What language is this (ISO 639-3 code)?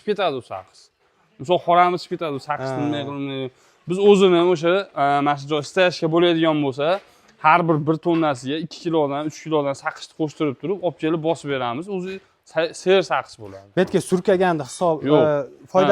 uzb